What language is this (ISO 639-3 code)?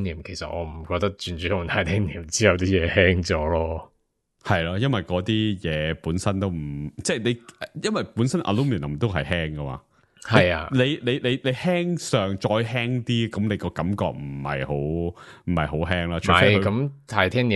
yue